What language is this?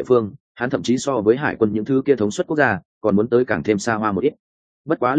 Vietnamese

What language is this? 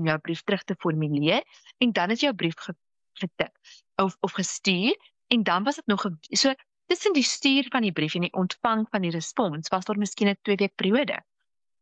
Afrikaans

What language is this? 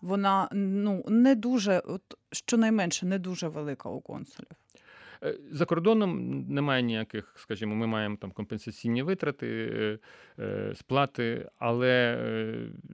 Ukrainian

